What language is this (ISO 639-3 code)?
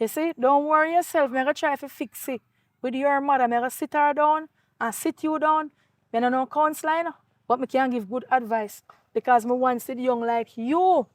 jam